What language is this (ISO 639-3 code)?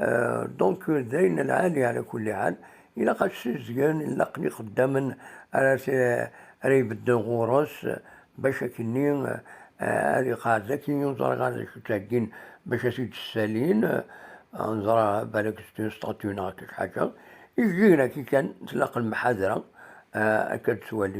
kab